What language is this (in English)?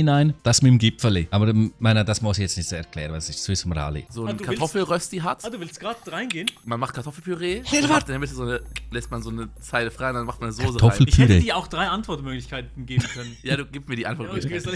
Swiss German